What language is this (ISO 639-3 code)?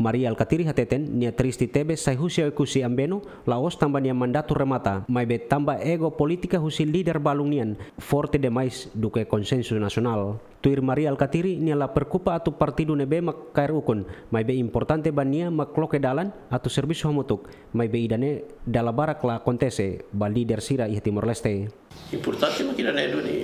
tet